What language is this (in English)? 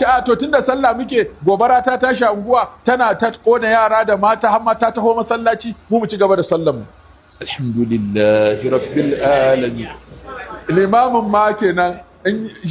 Hausa